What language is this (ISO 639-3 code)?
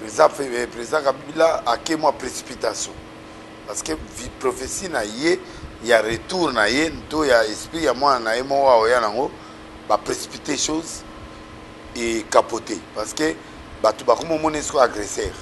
lin